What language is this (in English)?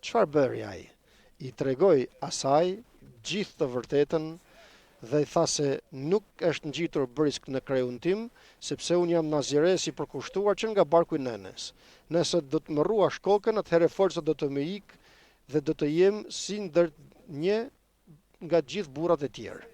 Albanian